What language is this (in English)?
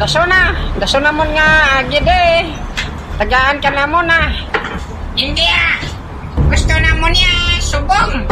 Hiligaynon